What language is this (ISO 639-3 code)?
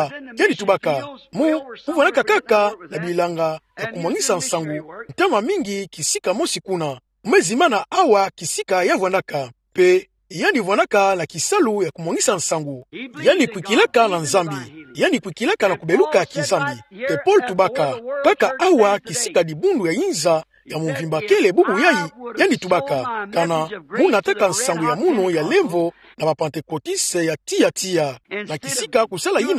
ktu